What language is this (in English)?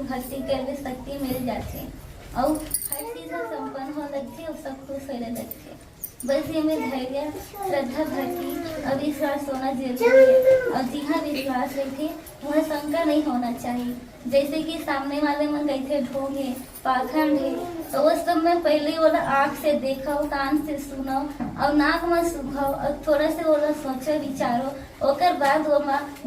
Chhattisgarhi